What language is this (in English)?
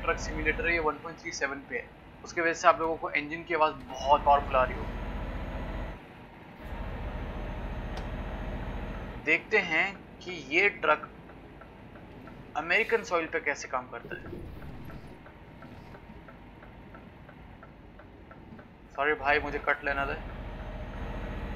Hindi